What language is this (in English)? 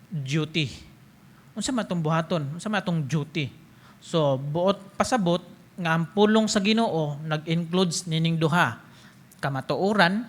Cebuano